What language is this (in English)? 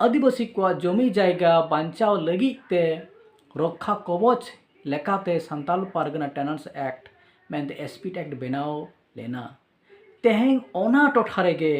Santali